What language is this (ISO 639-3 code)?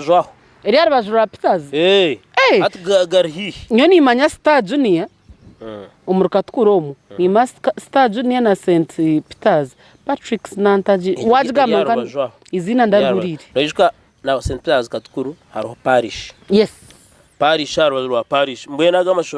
nyn